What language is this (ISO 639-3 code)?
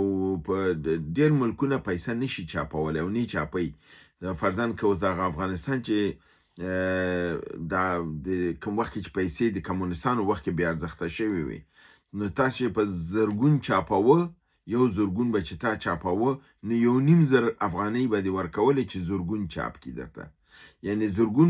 pus